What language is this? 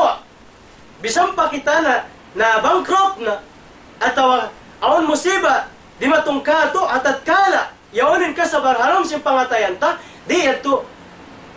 Tausug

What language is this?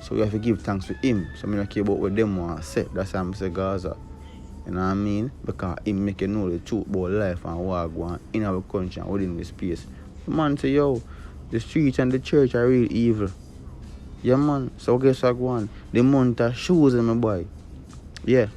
Jamaican Creole English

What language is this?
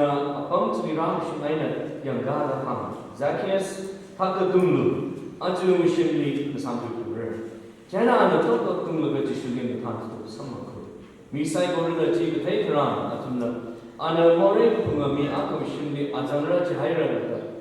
Tangkhul Naga (India)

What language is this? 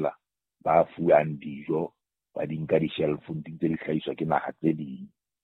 Southern Sotho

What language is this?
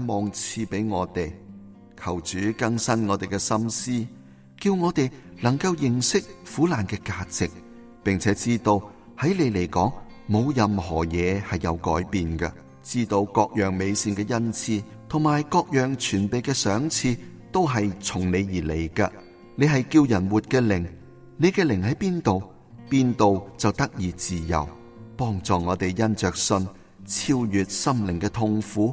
Cantonese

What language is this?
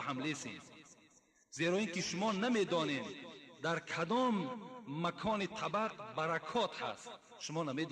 Tajik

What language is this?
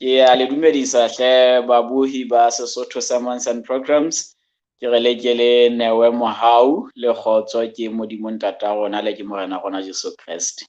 Southern Sotho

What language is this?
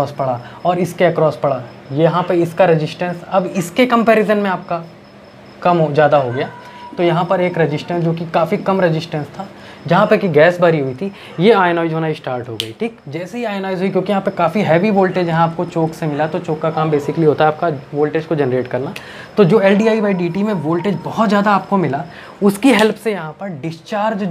Hindi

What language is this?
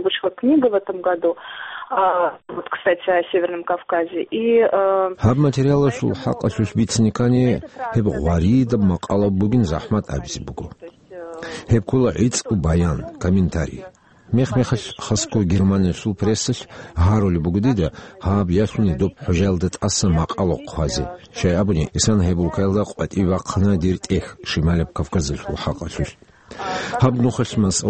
Avaric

